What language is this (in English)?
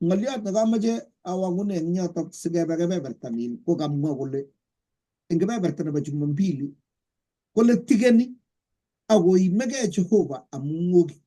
Kalenjin